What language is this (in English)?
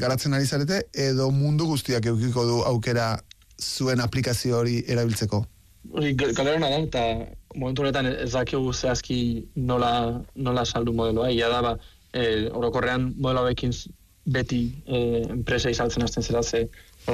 Basque